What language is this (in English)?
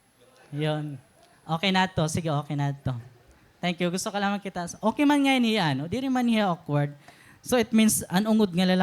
Waray